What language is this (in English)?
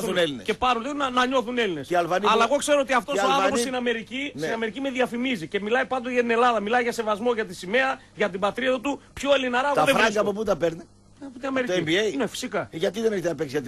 Greek